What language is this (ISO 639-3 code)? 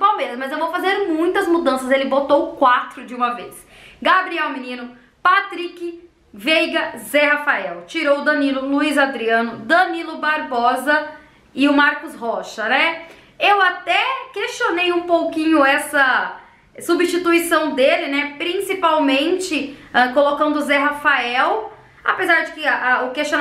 por